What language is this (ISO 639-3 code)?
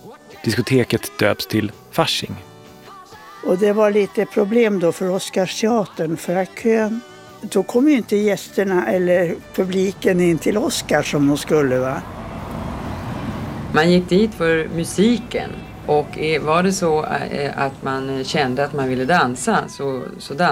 swe